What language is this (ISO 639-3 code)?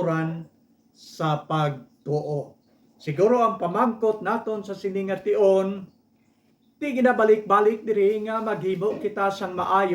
hil